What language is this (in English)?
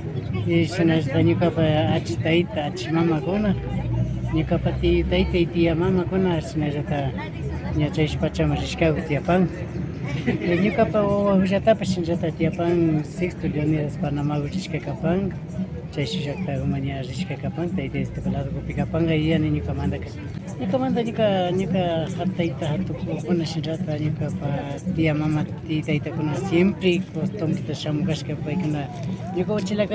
Imbabura Highland Quichua